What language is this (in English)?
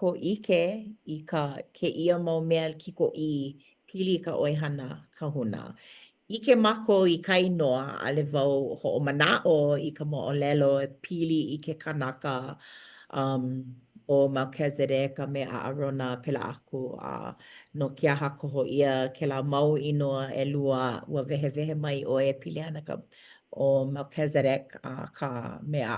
Hawaiian